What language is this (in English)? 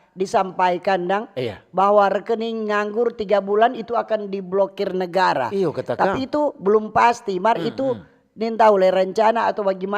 Manado Malay